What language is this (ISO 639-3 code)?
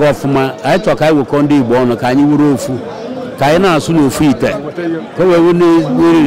ibo